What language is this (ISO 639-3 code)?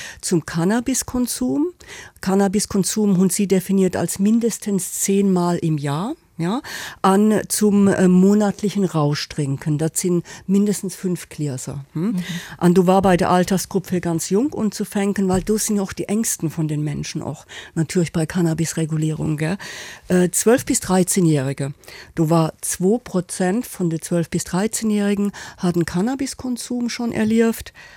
ltz